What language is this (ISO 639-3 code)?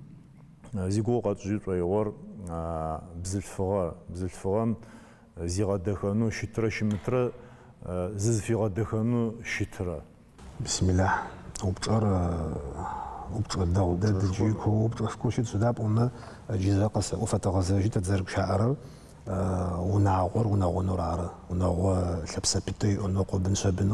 ady